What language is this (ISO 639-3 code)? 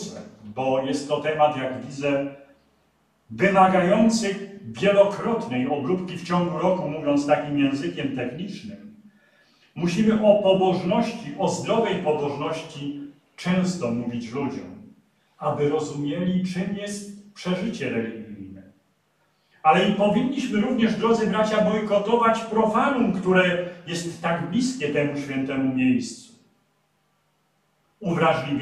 pol